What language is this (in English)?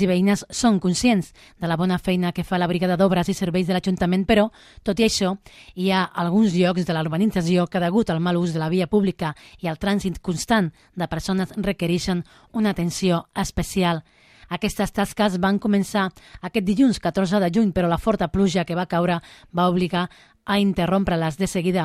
Catalan